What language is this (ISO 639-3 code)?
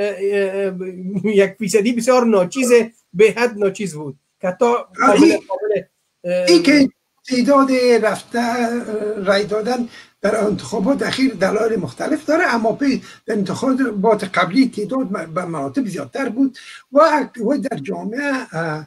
fas